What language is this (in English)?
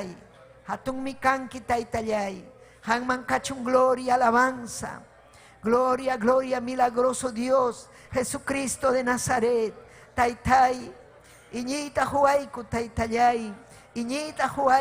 Ayacucho Quechua